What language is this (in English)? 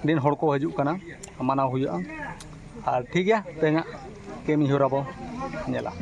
Santali